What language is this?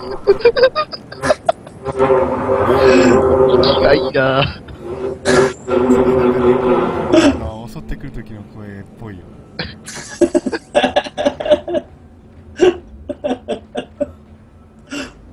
Japanese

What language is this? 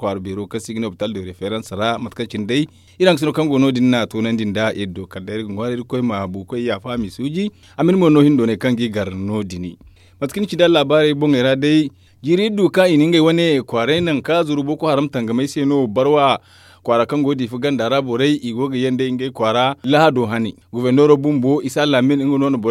Zarma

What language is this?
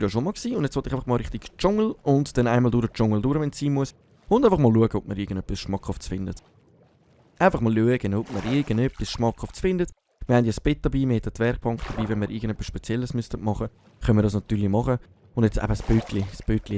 Swiss German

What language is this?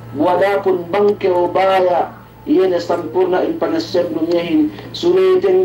Yakan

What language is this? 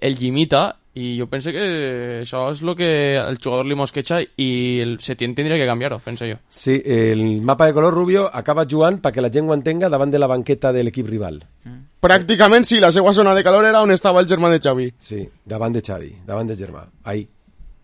Catalan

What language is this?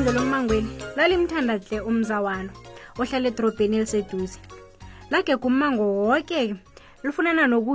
South Ndebele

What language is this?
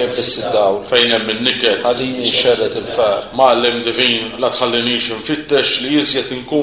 Maltese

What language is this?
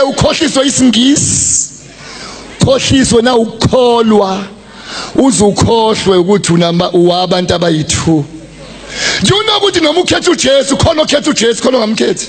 Zulu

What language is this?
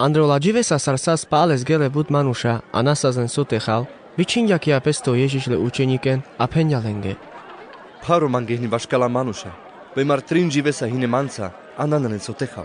Carpathian Romani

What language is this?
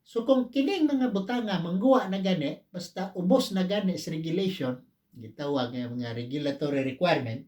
Cebuano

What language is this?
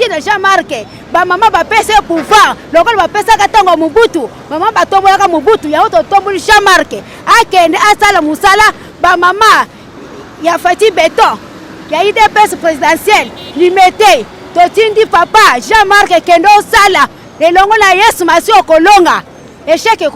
Lingala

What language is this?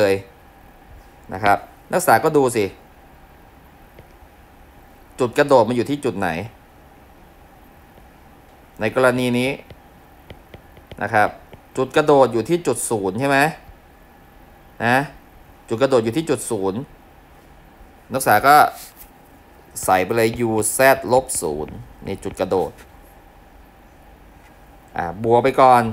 Thai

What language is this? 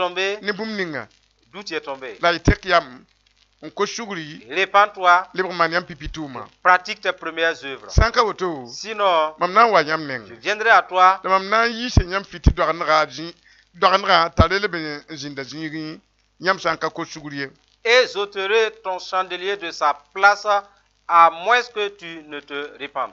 Mossi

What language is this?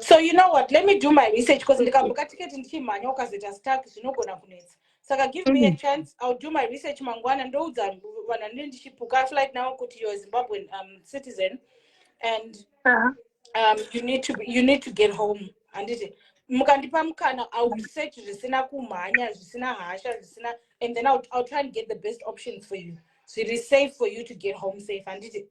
Shona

